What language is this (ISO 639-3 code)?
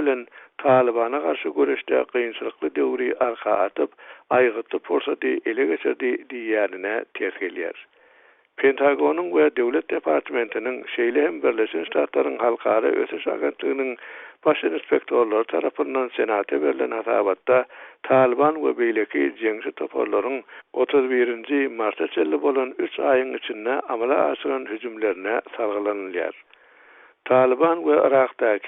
tuk